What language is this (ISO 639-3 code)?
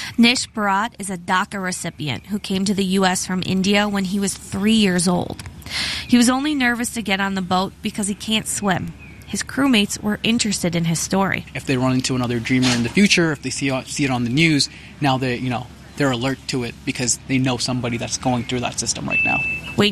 eng